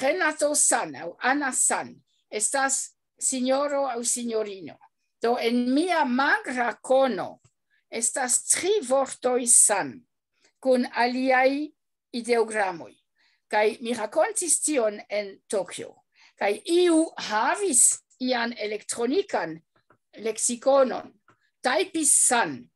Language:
Esperanto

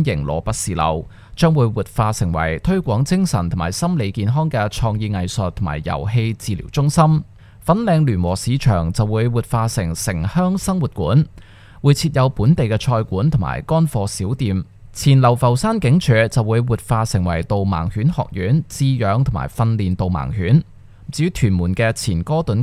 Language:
Cantonese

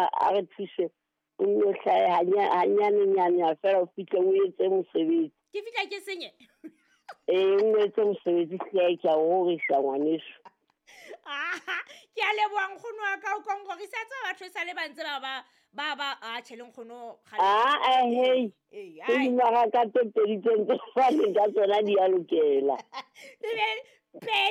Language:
Southern Sotho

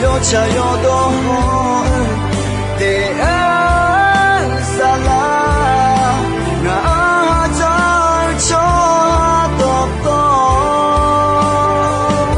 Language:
Akha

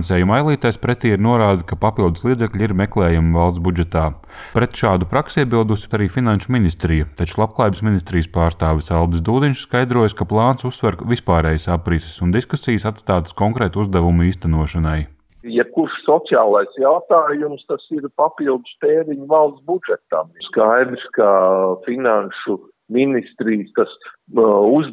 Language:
Latvian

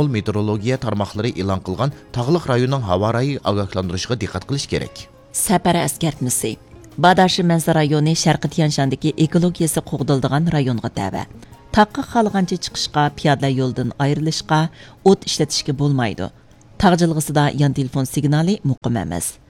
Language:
Uyghur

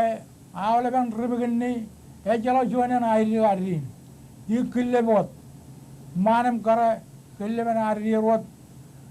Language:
Marshallese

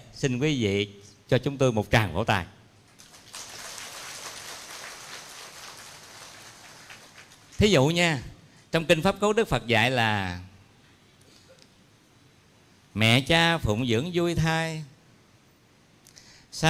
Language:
Vietnamese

